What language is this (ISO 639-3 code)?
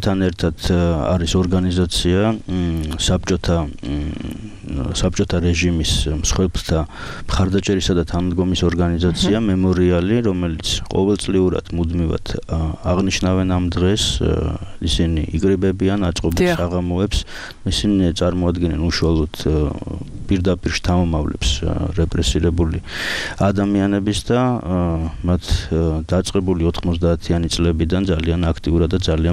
kat